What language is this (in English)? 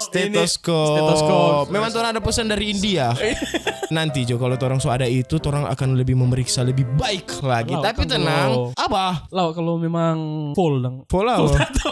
Manado Malay